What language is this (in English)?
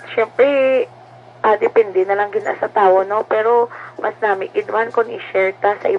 Hiligaynon